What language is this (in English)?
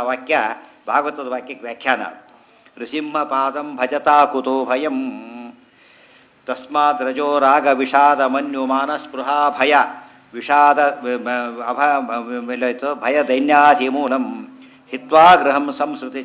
Kannada